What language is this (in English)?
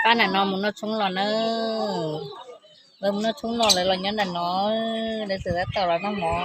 Hmong